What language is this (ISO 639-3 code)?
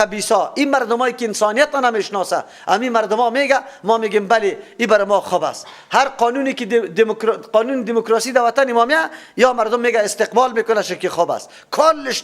fas